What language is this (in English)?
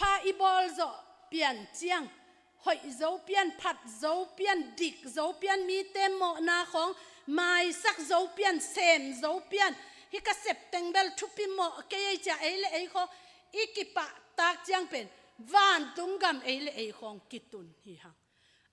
Tedim Chin